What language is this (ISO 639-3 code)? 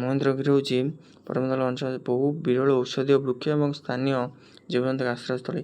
ori